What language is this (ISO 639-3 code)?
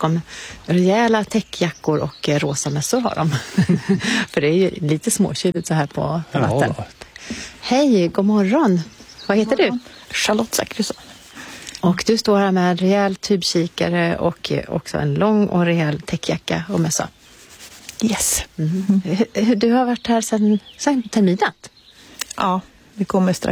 swe